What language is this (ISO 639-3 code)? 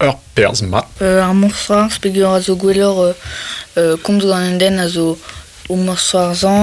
bre